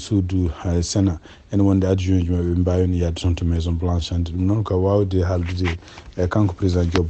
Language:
Fula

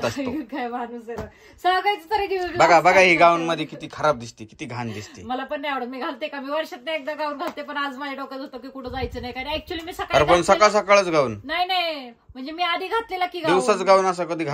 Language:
Marathi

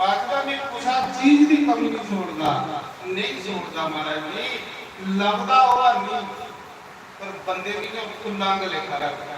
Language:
Dogri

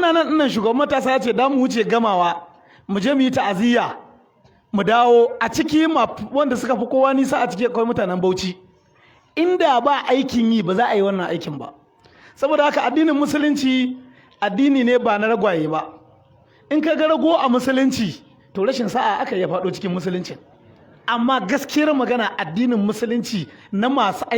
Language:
Hausa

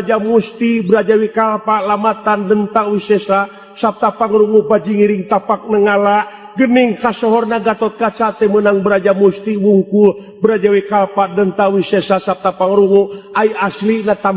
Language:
Sundanese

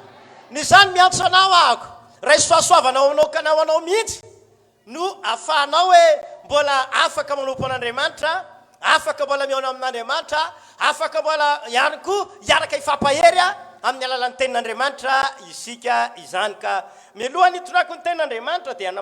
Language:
Malagasy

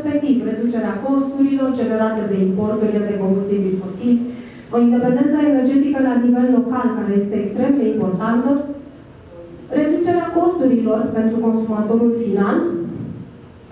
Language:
Romanian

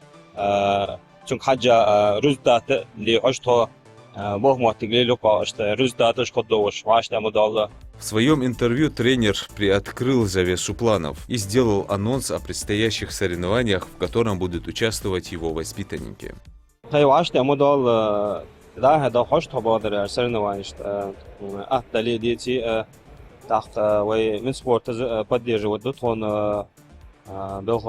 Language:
Ingush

